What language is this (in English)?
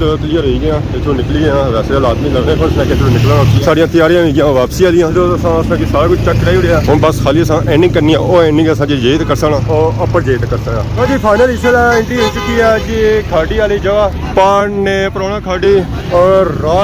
Pahari-Potwari